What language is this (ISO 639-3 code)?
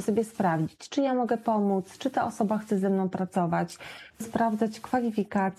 pol